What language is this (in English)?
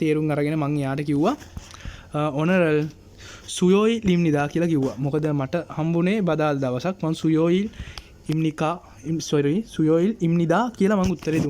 Sinhala